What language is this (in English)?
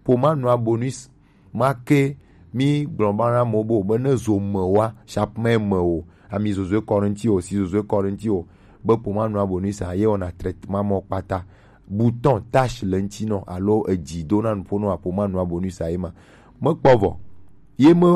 Gen